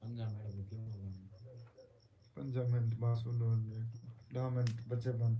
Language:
Saraiki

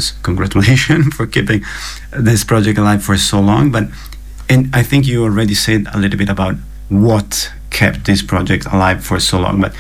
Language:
English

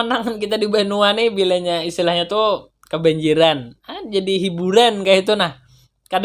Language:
Banjar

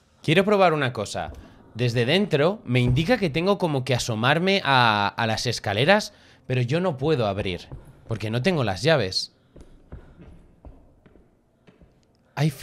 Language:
Spanish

